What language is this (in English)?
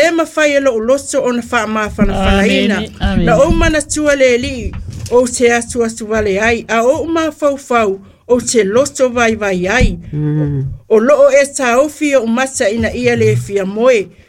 Samoan